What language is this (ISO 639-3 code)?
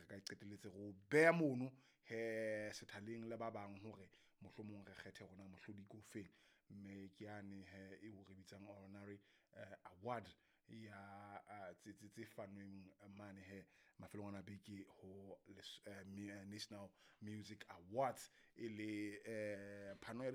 sot